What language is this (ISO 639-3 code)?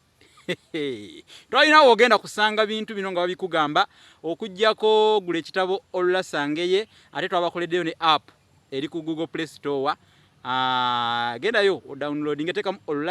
lug